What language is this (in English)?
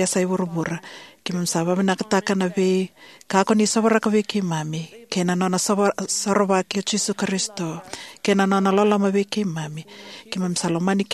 Fijian